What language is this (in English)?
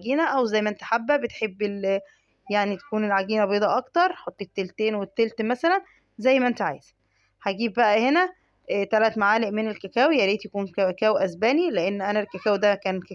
Egyptian Arabic